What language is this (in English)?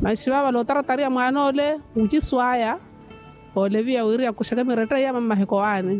Makhuwa